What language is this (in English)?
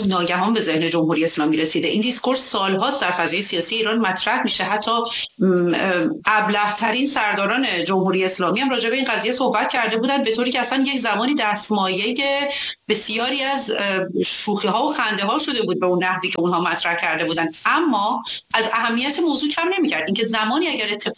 Persian